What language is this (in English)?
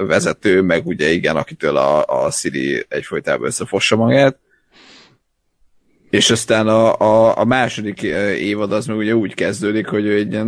Hungarian